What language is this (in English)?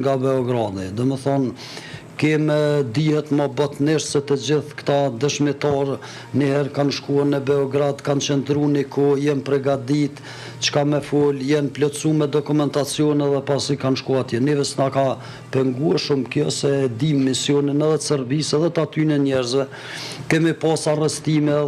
Albanian